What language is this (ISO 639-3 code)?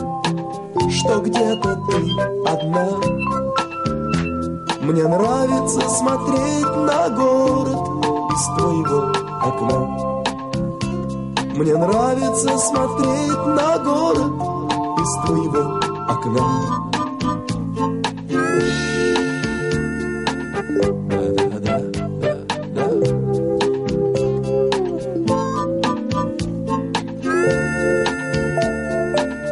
rus